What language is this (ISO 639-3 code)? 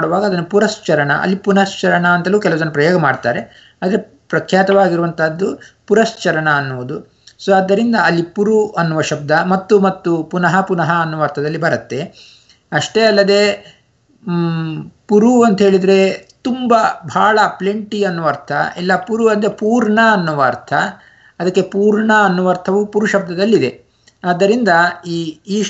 kan